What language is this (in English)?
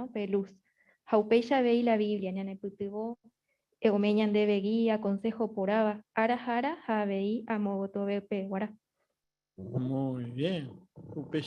Guarani